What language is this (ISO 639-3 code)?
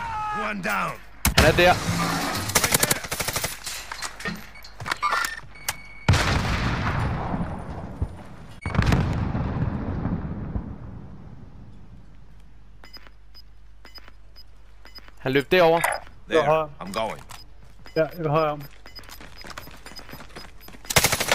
dan